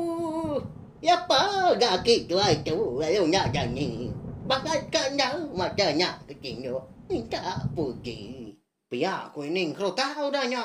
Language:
Iban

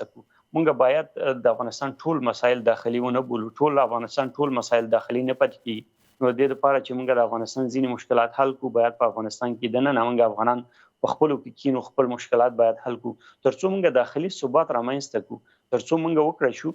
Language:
Pashto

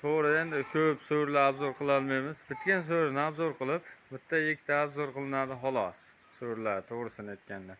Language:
Uzbek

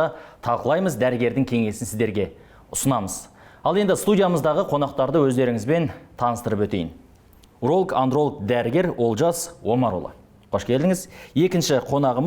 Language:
Kazakh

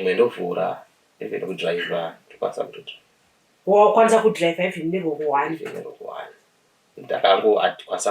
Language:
Shona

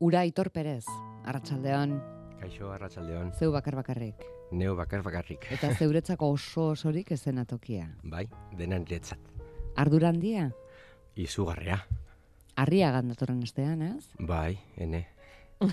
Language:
Basque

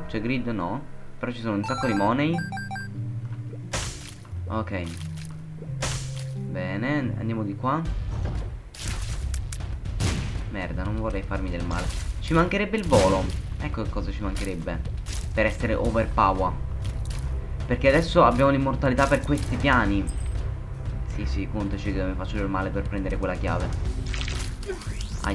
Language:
Italian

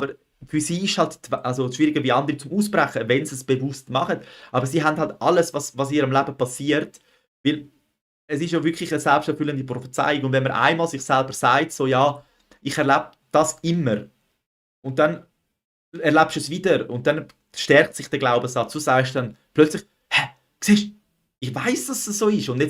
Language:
Swiss German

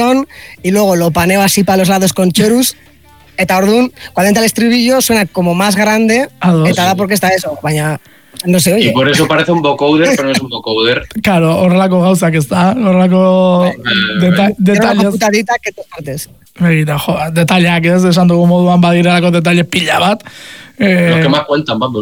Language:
Basque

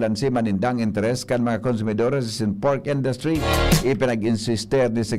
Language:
Bikol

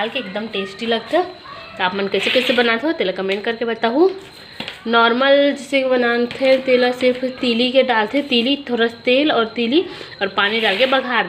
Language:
Chhattisgarhi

